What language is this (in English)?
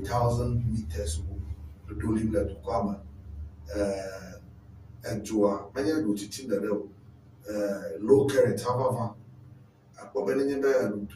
Ewe